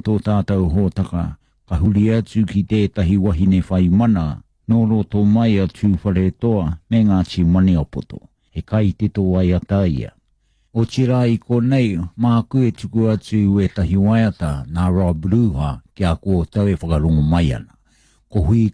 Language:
Māori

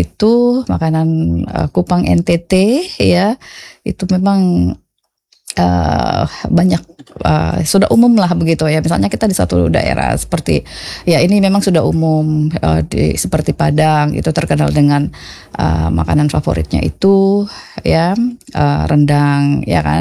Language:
Indonesian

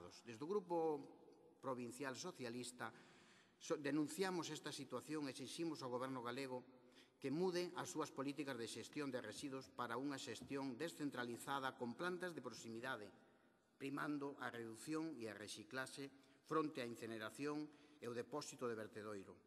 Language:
Galician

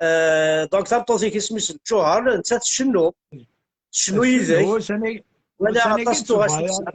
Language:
Kabyle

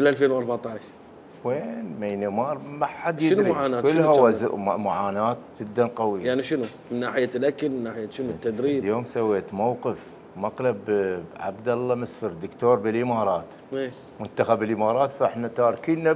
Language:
Mesopotamian Arabic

